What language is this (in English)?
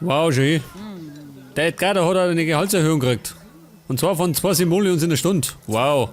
Bavarian